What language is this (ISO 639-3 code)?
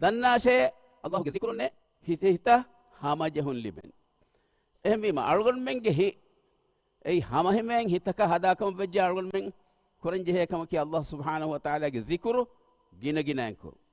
div